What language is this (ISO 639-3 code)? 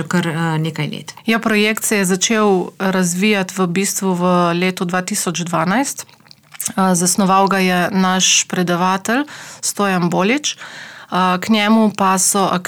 slv